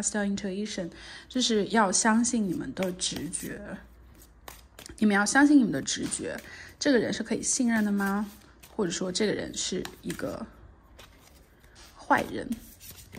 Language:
Chinese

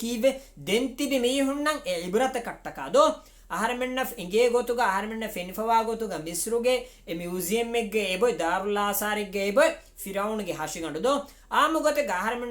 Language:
Divehi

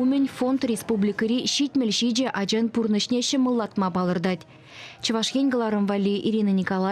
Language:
Chuvash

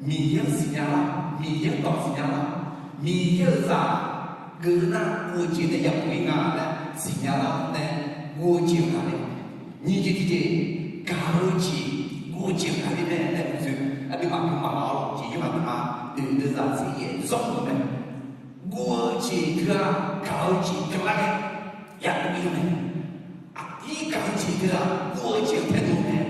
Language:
Akha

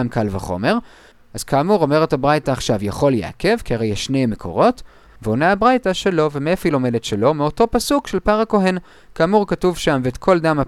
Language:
Hebrew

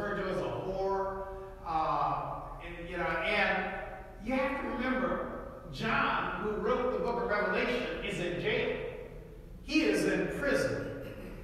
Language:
English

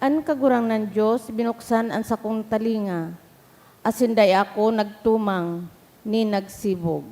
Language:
Bikol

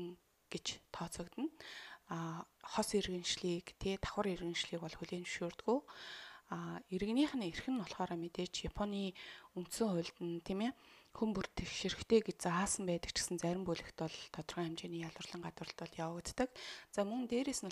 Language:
Mongolian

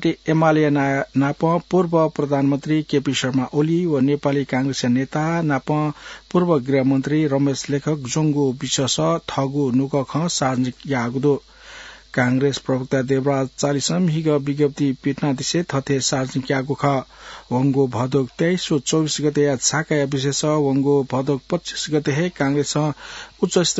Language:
Newari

